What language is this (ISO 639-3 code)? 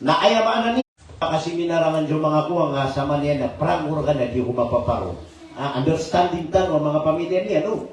mrw